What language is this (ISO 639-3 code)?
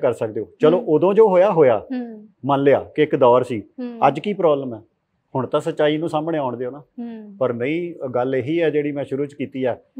pan